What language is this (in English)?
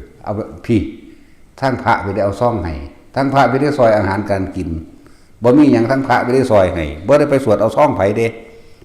Northeastern Thai